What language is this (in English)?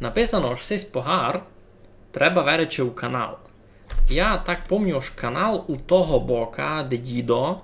Rusyn